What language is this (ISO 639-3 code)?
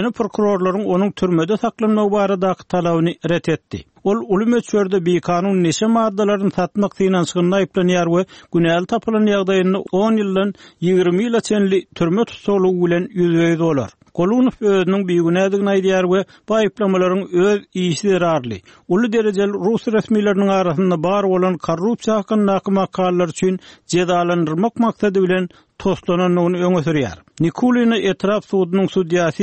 tuk